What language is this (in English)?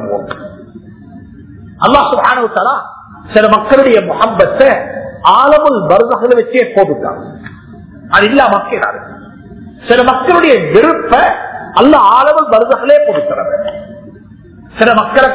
Tamil